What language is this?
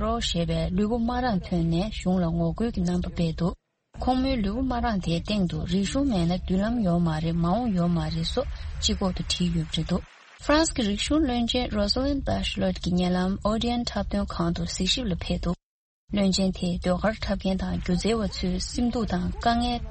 Tibetan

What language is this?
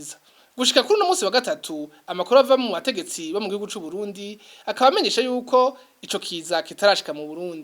Rundi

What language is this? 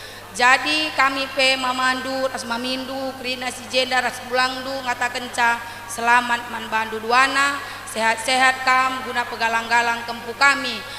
Batak Karo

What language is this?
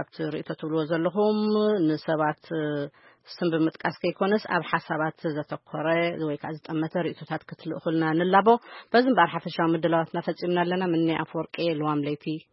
Tigrinya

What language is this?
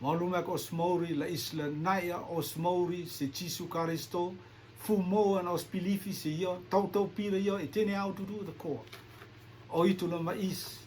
Rotuman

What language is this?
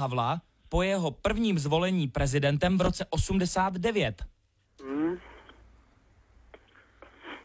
Czech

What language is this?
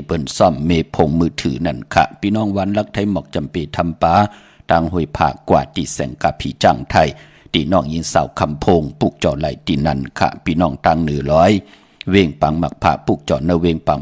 Shan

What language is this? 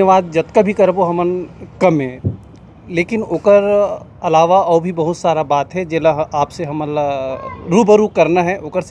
Chhattisgarhi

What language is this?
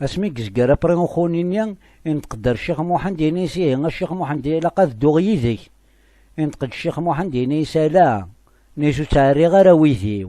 Kabyle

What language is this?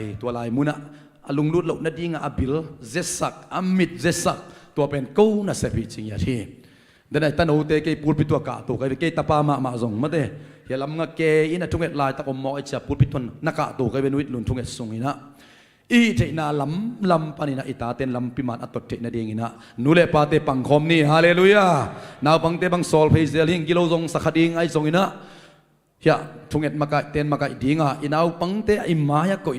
Tedim Chin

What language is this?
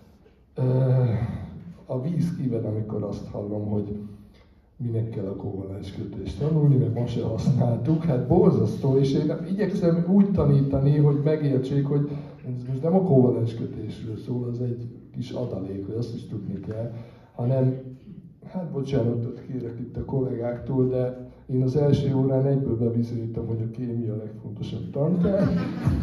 Hungarian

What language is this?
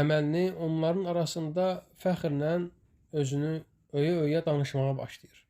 Azerbaijani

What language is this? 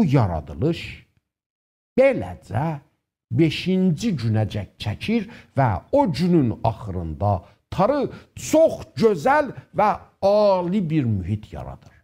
South Azerbaijani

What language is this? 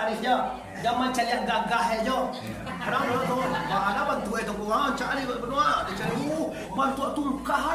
Minangkabau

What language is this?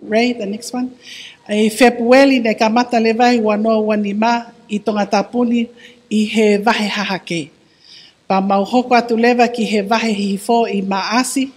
Tongan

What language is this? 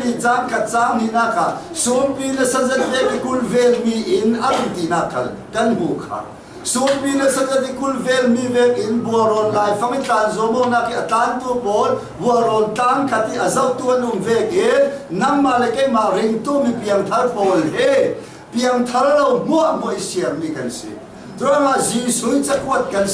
Hakha Chin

